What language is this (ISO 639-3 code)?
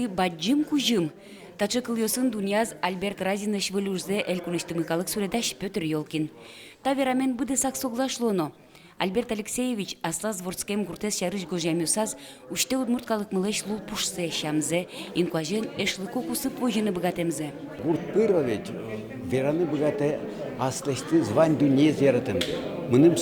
udm